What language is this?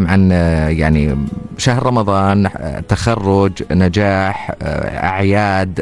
Arabic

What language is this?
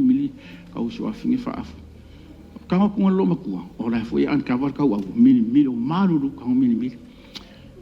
Samoan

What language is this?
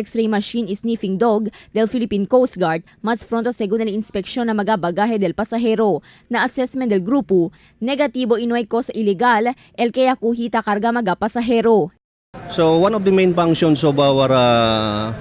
Chavacano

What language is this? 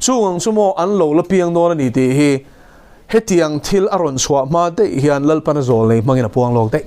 Mizo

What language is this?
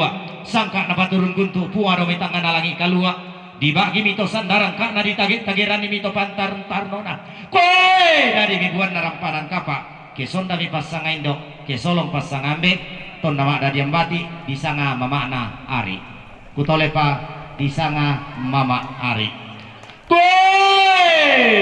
Toraja-Sa'dan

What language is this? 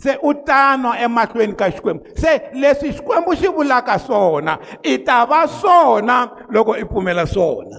Tsonga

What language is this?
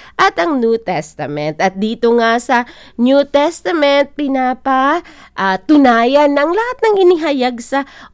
Filipino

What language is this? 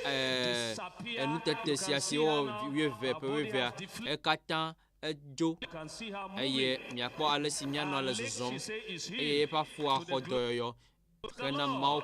Ewe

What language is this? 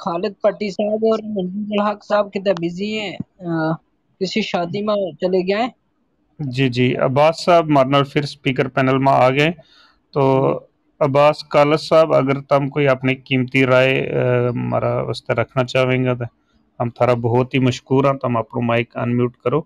Gujari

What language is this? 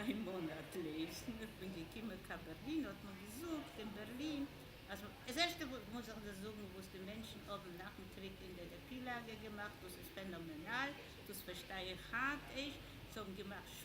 Yiddish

